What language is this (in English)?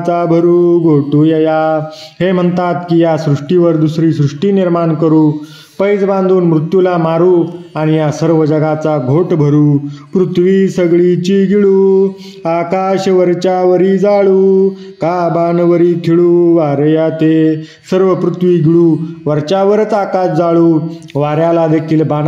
Marathi